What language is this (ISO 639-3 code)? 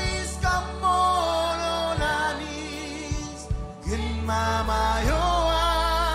mah